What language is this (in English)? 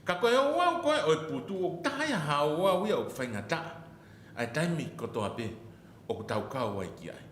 Tongan